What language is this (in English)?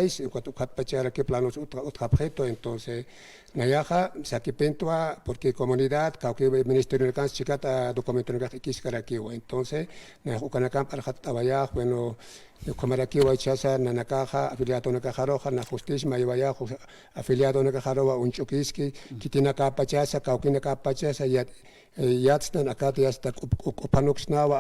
Aymara